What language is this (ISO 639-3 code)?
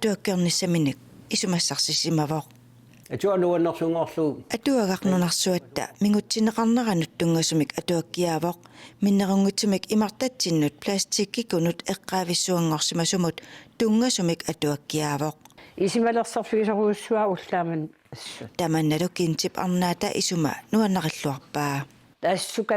kal